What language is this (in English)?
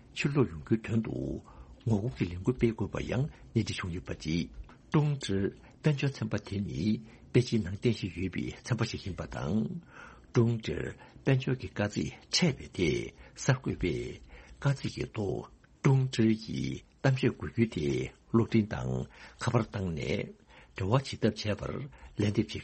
Tibetan